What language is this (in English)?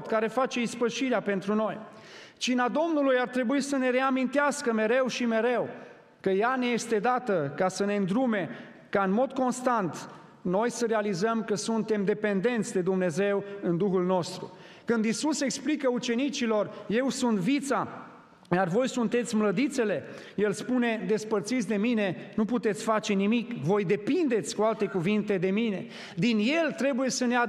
Romanian